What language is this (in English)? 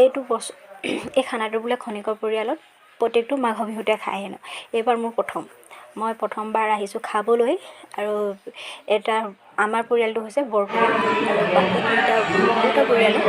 Assamese